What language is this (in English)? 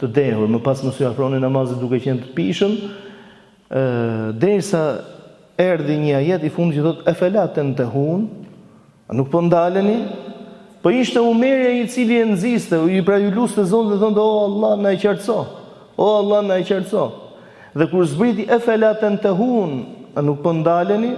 Albanian